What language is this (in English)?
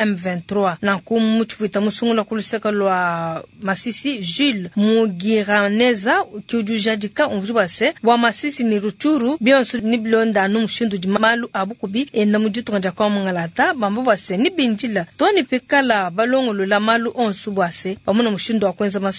Luba-Lulua